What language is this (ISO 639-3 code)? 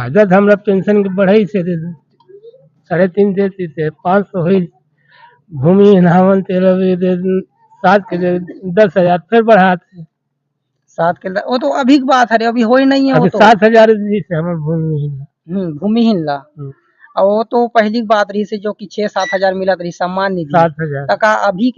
hne